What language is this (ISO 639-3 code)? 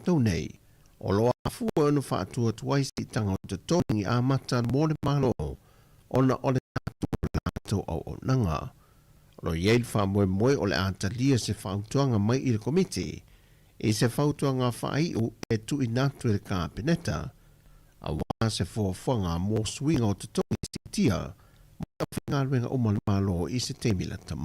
smo